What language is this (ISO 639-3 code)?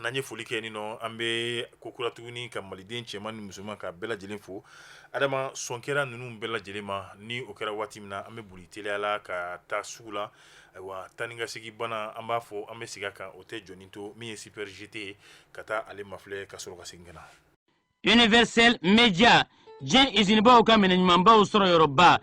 bam